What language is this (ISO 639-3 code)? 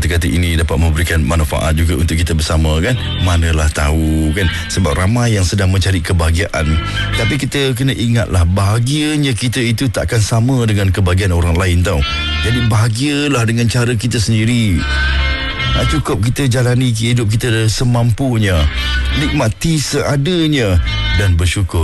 msa